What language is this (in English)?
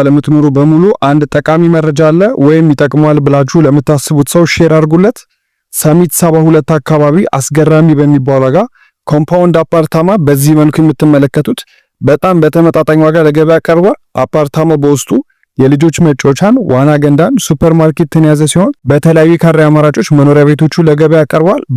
Amharic